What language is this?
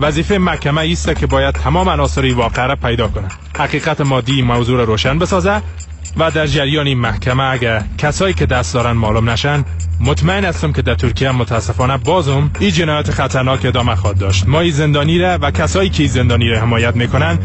Persian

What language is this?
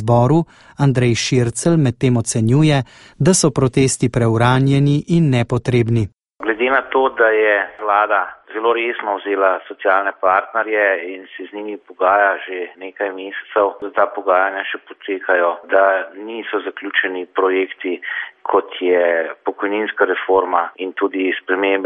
Slovenian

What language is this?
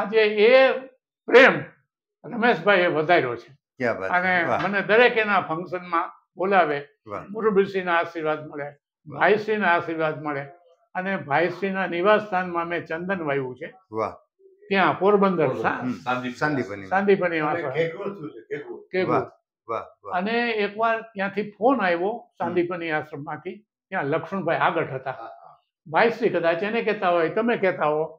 Gujarati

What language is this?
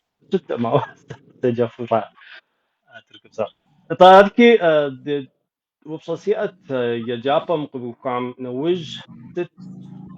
Kabardian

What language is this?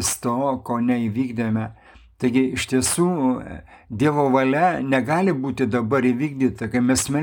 Lithuanian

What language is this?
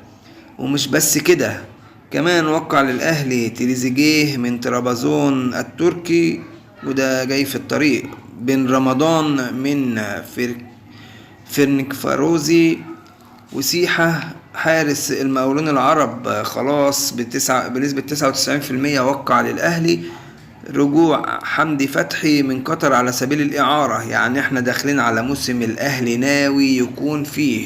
Egyptian Arabic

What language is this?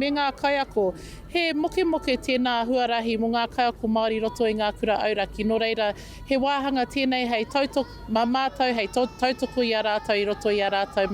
Māori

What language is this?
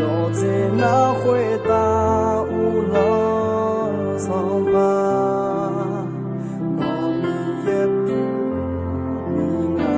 Akha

